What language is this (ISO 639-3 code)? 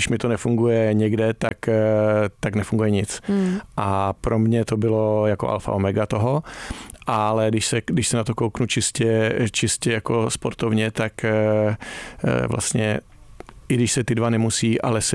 ces